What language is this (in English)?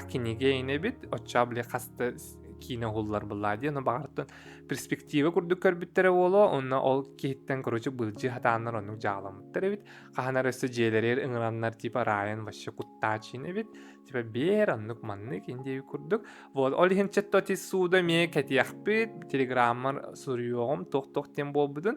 Yakut